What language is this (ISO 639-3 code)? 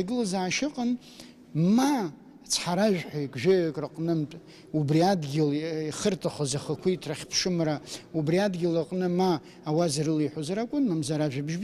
abk